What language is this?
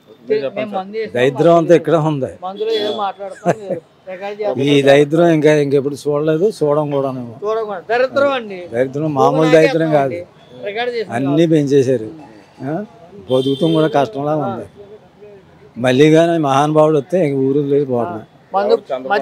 Telugu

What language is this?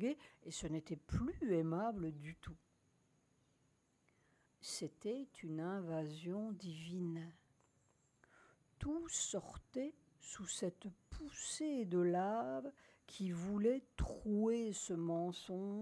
French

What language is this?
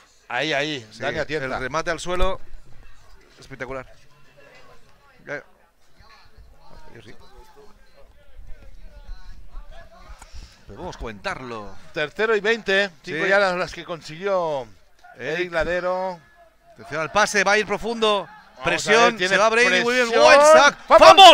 Spanish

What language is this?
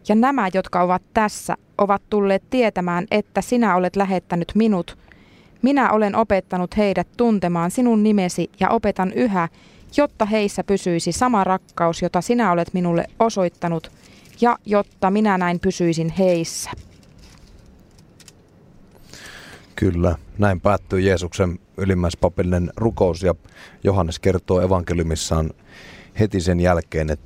Finnish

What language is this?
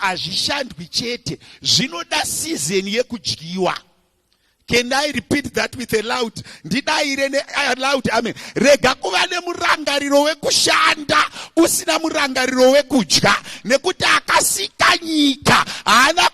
Shona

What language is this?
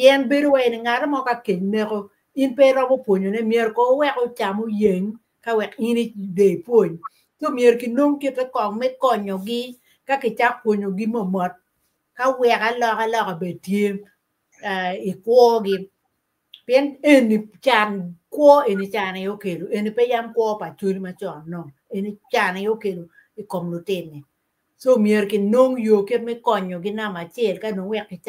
Acoli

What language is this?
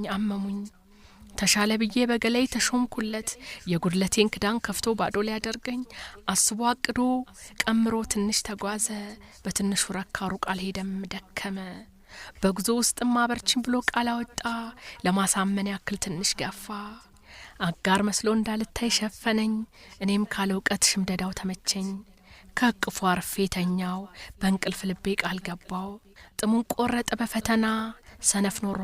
Amharic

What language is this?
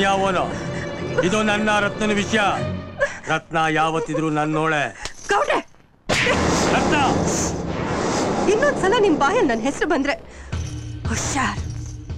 Kannada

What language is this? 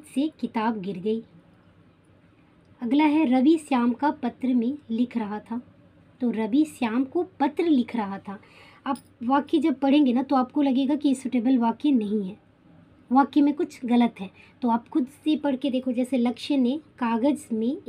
Hindi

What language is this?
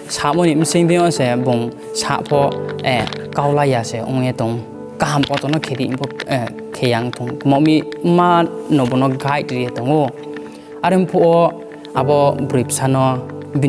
Riang (India)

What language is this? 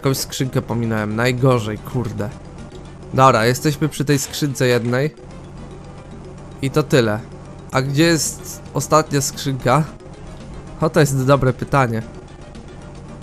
Polish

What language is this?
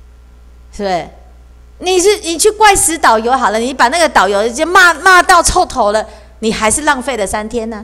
Chinese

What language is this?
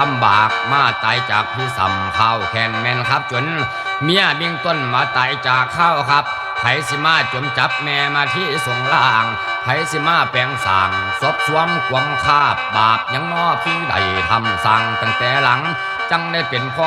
Northeastern Thai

